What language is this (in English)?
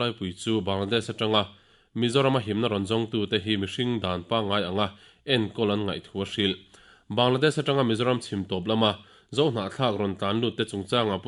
Mizo